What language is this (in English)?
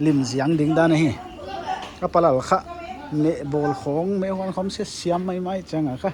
Paite Chin